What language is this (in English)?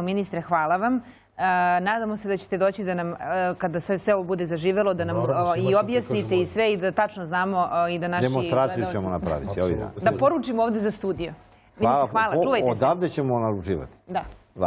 Serbian